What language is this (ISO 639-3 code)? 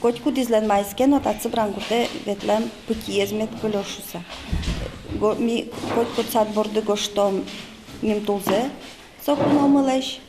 udm